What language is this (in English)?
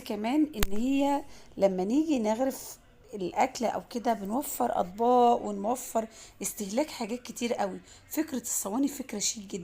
Egyptian Arabic